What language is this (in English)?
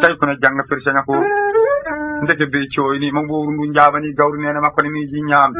Fula